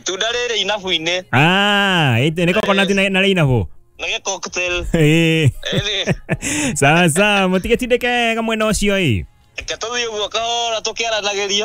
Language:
Kikuyu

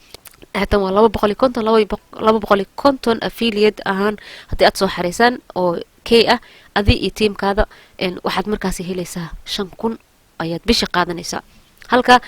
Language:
Somali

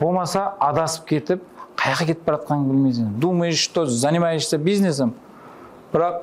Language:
Kara-Kalpak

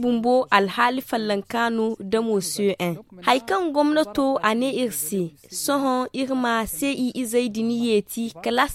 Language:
Zarma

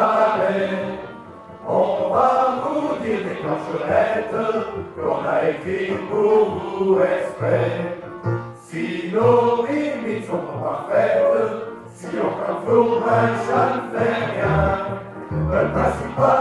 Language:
Picard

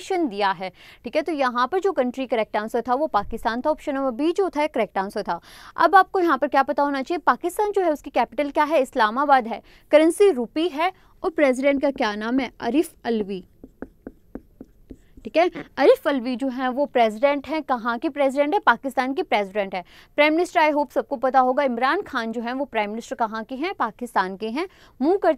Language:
Hindi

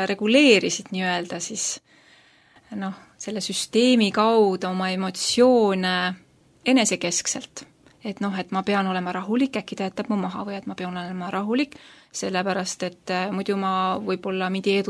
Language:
Estonian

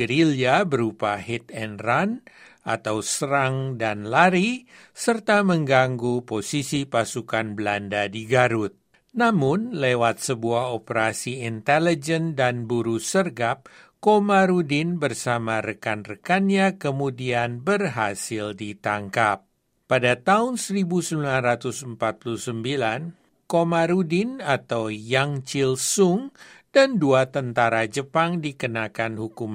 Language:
Indonesian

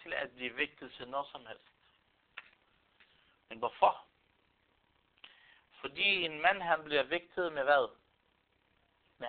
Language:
Danish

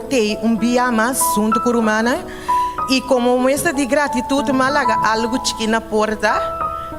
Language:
Papiamento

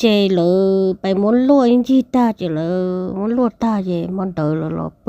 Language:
Hmong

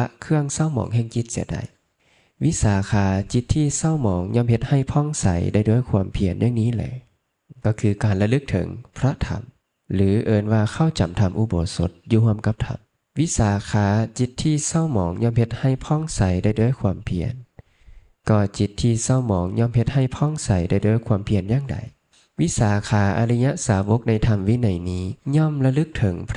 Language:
Lao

